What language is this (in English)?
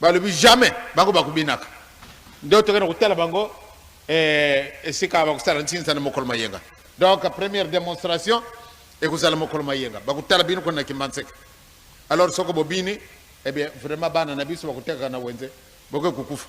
Lingala